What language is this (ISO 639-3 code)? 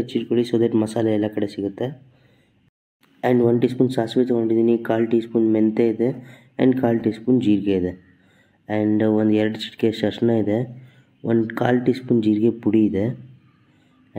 kan